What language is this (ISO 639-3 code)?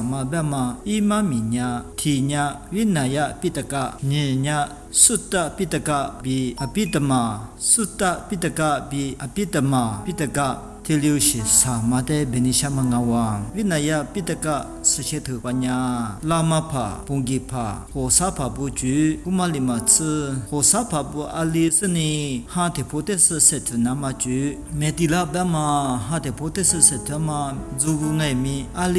lis